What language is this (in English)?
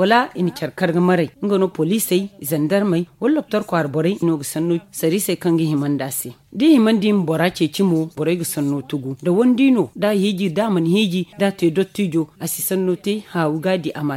Zarma